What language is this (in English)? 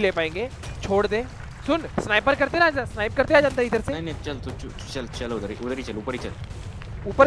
Hindi